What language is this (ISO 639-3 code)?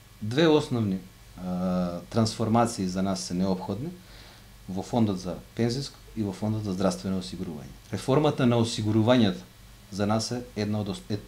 mkd